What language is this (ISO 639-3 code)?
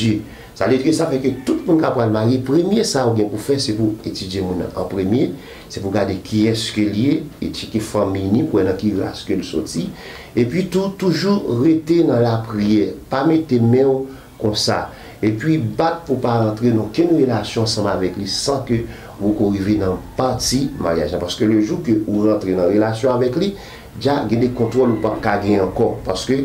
hat